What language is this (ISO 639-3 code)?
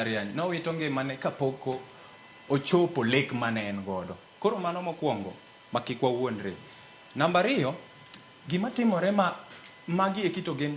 luo